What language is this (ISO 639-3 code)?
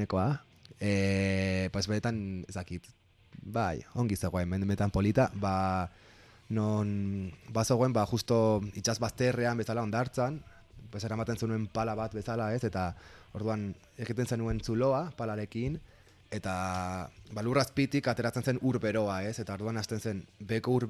eus